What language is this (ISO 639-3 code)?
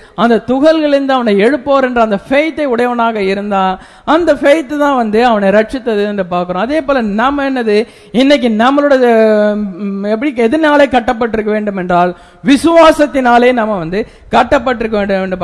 tam